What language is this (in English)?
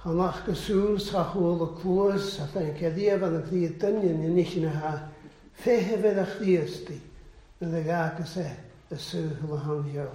Welsh